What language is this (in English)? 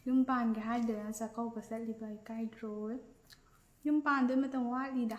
Manipuri